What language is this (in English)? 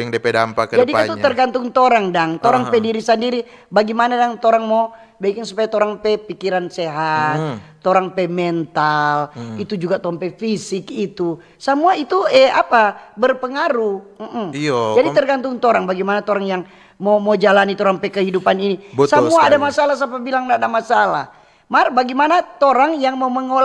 Manado Malay